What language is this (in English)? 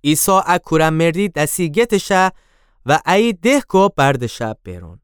Gilaki